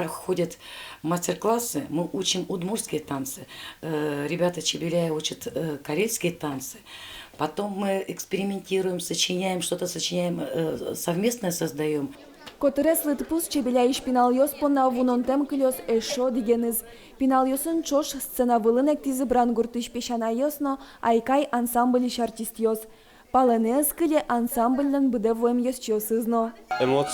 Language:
Udmurt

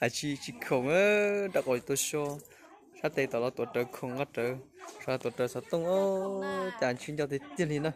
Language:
Hmong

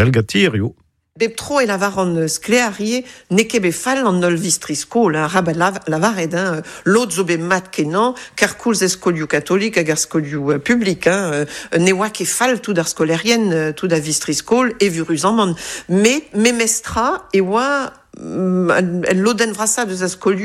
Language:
Breton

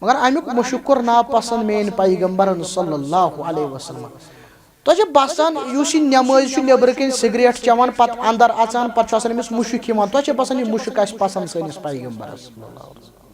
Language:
Kashmiri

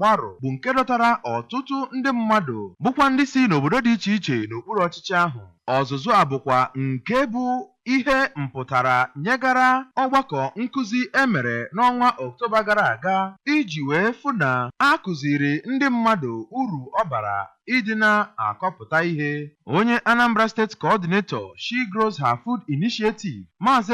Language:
Igbo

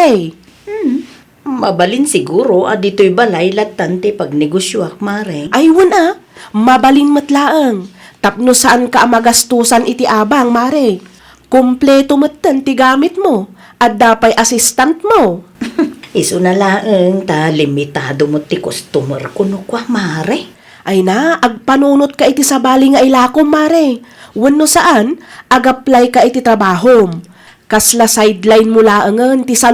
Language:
Iloko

